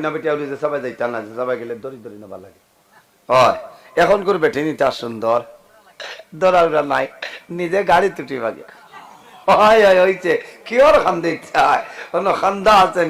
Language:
Sylheti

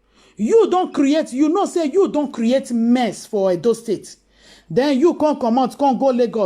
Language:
Nigerian Pidgin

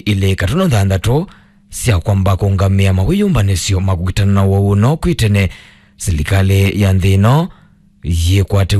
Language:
Kamba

